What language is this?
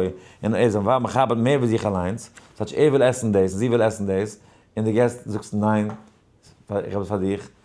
Yiddish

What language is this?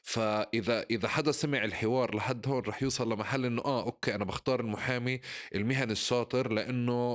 North Levantine Arabic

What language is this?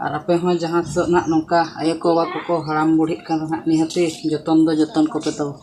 Santali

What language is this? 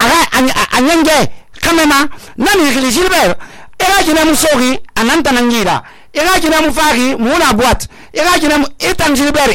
Susu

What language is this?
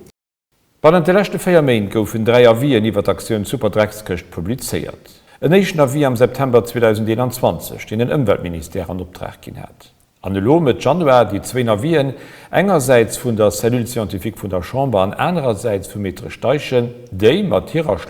Luxembourgish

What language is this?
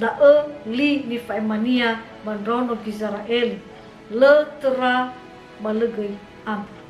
Nias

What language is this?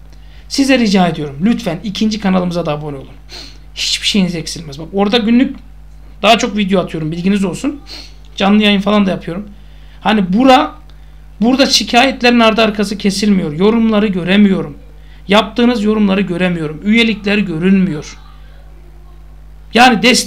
Turkish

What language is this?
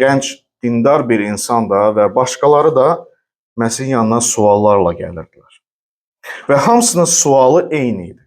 Azerbaijani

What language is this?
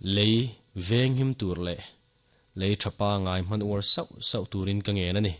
Mizo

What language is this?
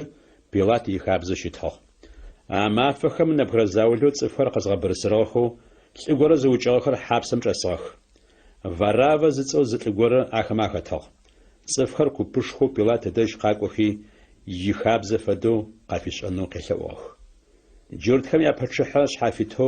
Adyghe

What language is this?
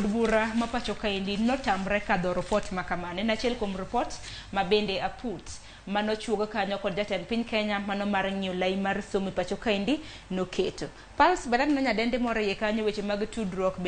Luo (Kenya and Tanzania)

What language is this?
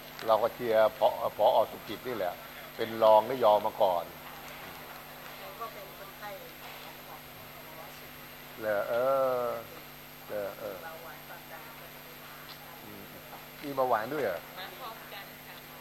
Thai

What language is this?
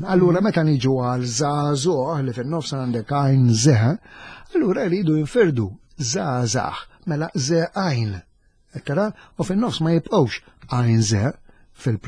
Maltese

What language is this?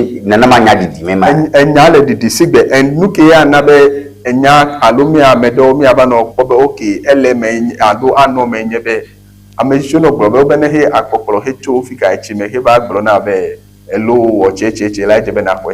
Ewe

